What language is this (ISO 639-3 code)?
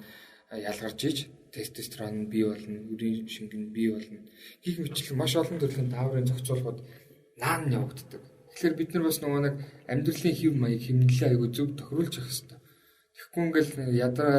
mon